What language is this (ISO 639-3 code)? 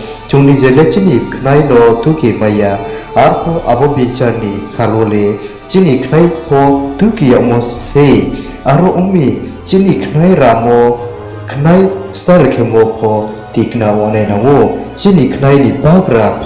ria